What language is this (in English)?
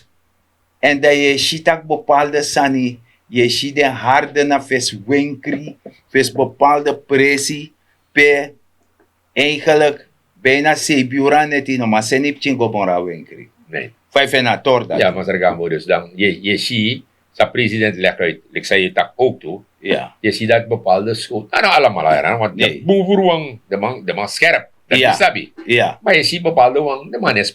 Sranan Tongo